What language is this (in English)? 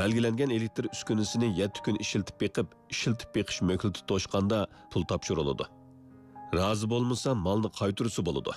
Uyghur